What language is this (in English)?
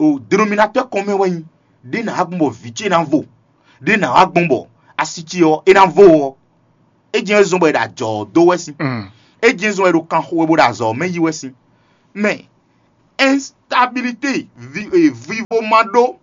Fon